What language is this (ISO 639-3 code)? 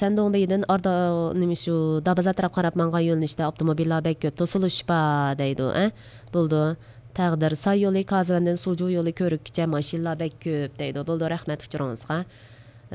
uig